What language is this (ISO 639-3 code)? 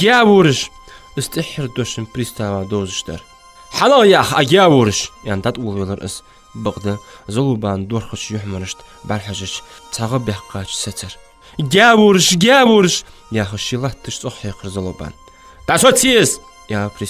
inh